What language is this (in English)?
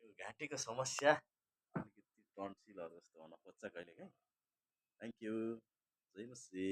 Nepali